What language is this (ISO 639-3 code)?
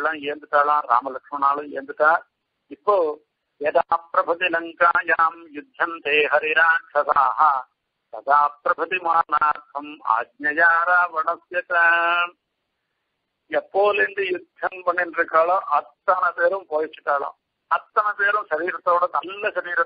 tam